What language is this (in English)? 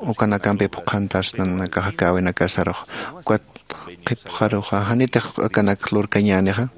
Aymara